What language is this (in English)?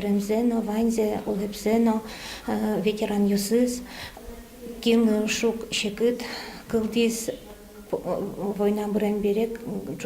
Udmurt